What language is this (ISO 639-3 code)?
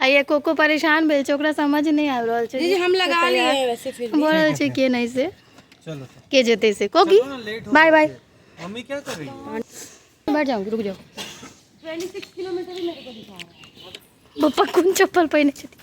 mai